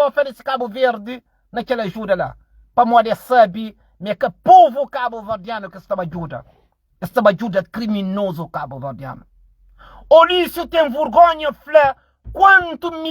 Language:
Kabuverdianu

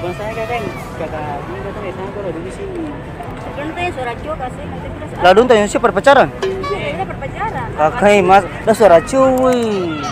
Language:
Ambonese Malay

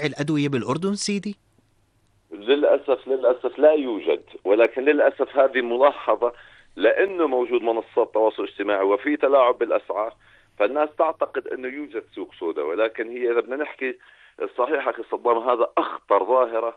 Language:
North Levantine Arabic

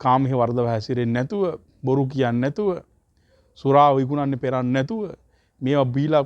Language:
Sinhala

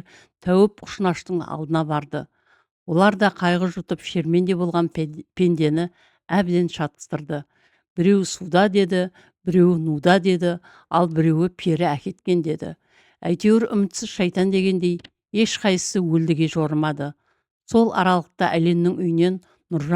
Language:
Kazakh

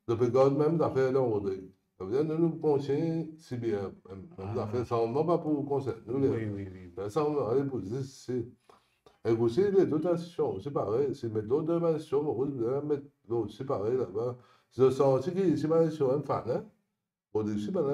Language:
Morisyen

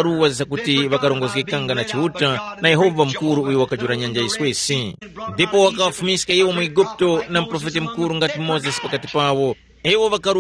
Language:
Tumbuka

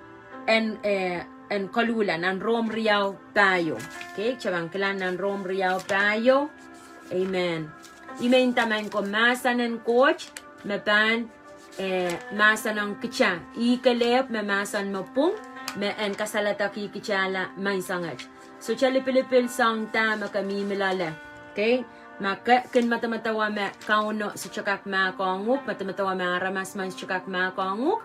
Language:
Pohnpeian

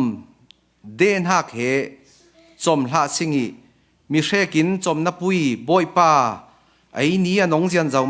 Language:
Falam Chin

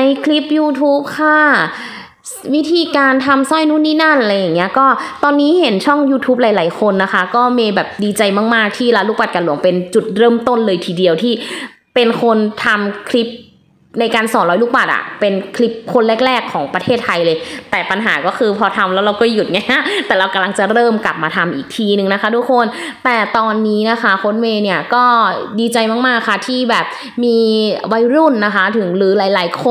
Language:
Thai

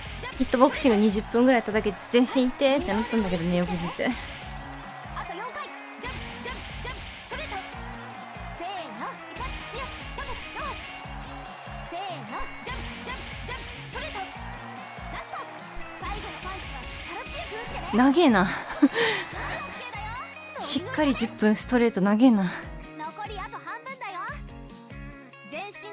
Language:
Japanese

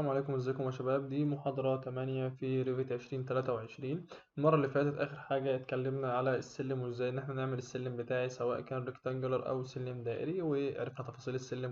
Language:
Egyptian Arabic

